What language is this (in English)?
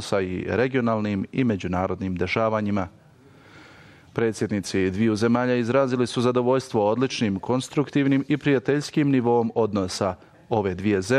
Bosnian